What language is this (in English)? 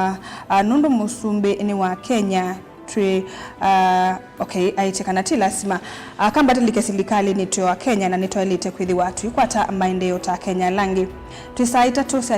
Kamba